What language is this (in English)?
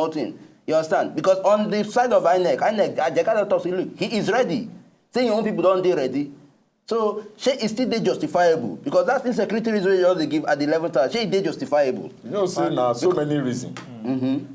Nigerian Pidgin